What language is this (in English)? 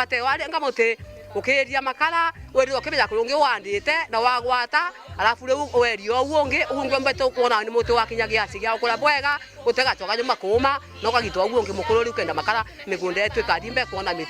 Meru